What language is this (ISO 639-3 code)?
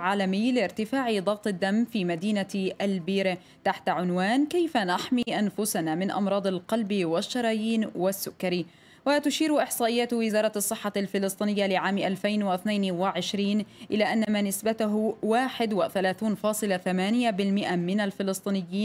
ara